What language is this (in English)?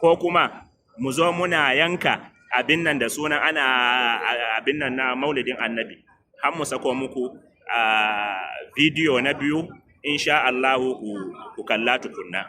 Hausa